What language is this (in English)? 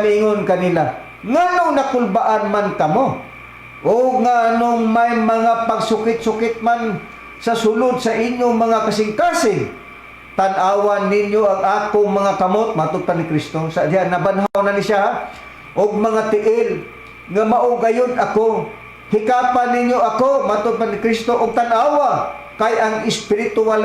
Cebuano